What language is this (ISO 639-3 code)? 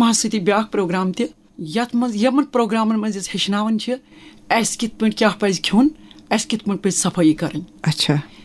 kas